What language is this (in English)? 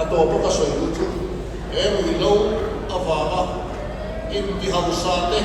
Mizo